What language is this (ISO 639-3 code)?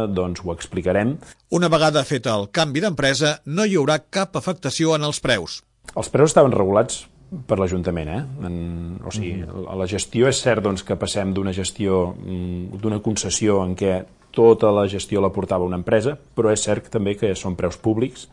cat